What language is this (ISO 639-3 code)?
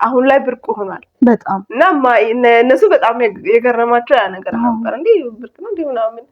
amh